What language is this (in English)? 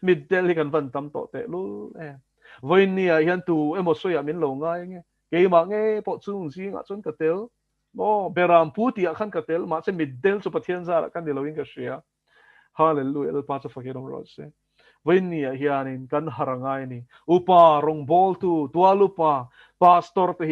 Mizo